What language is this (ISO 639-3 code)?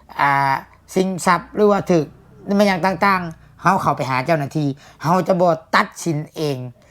lao